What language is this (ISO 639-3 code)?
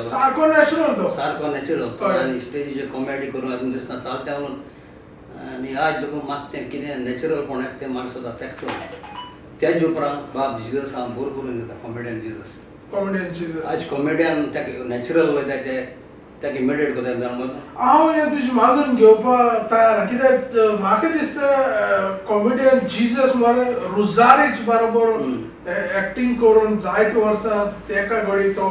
kok